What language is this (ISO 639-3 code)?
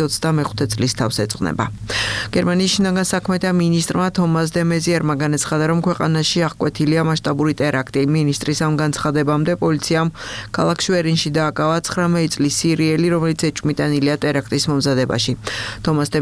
kat